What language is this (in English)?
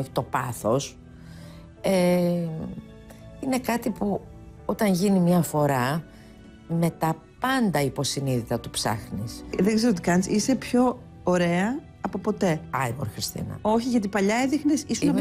Greek